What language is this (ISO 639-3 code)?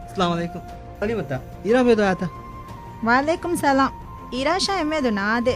div